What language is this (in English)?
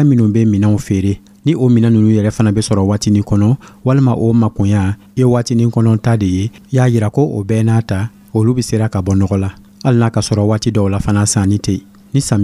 Dyula